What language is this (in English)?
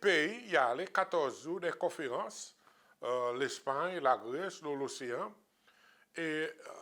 Seselwa Creole French